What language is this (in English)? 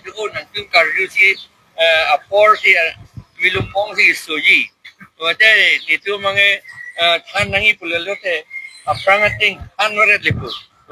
Karbi